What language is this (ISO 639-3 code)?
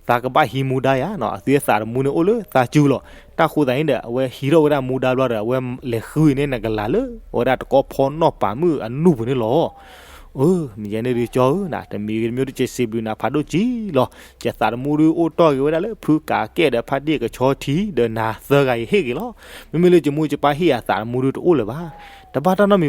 ksw